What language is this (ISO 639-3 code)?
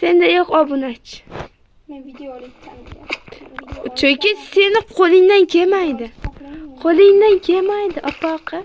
uzb